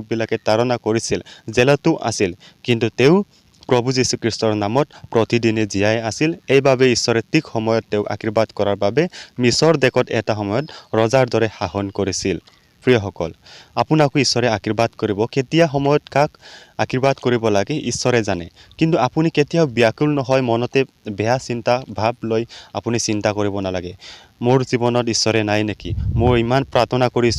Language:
Assamese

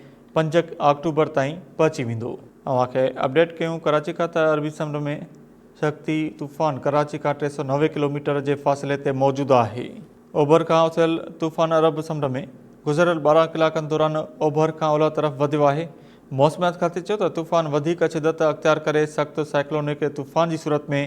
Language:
Sindhi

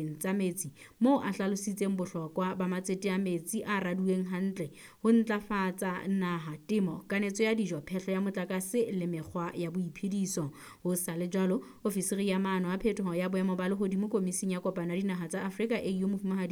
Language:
Southern Sotho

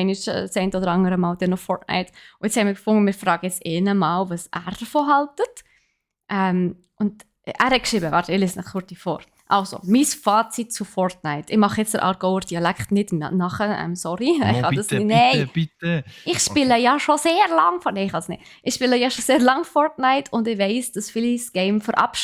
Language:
Swiss German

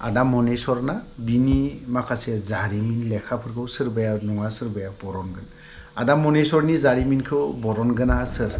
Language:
Bodo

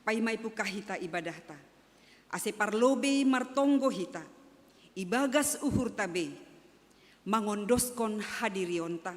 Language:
Batak Simalungun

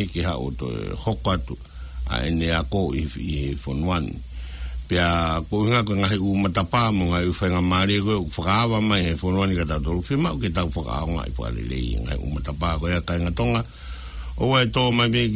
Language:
Tongan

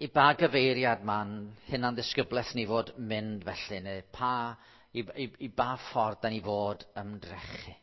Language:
Welsh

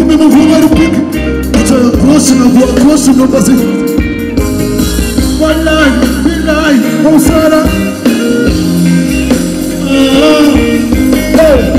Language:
Kinyarwanda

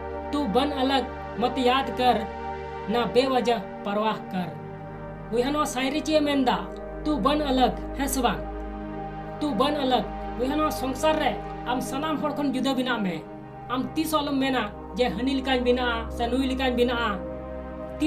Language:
Santali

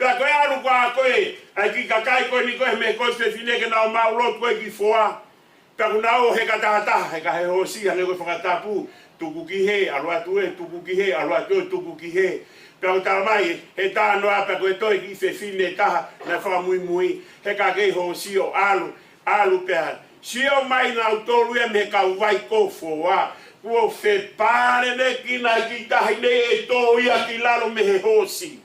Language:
Tongan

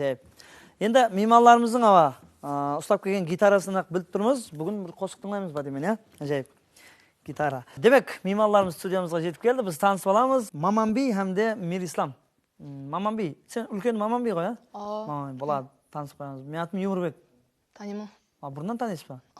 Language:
Kara-Kalpak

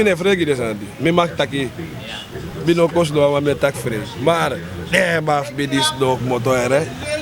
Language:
Sranan Tongo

